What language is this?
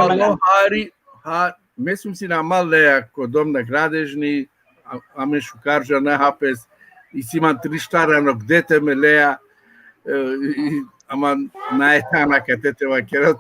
Balkan Romani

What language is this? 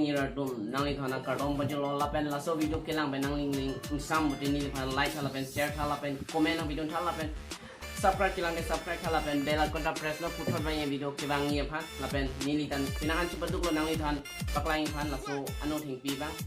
Karbi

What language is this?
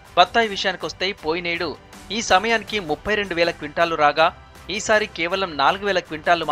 Telugu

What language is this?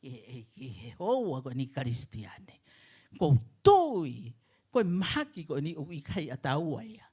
Tongan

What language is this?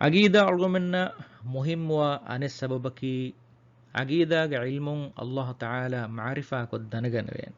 Divehi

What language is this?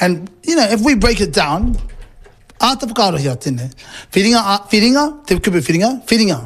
Māori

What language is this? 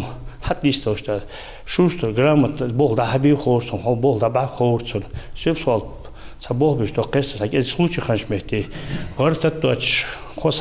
Ingush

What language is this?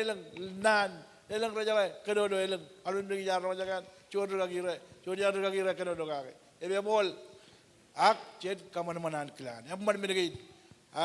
Marshallese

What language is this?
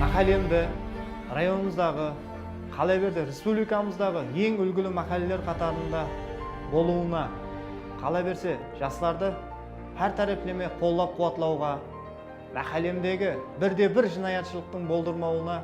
Kara-Kalpak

